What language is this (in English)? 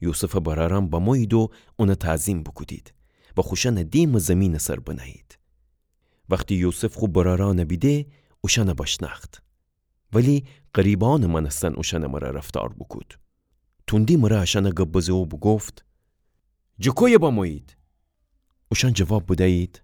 Gilaki